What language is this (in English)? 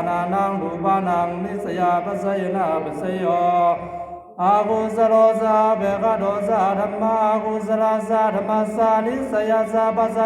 Pali